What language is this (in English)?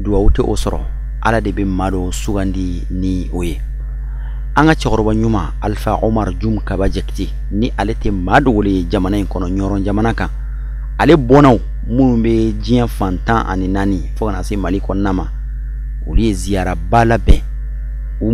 Bambara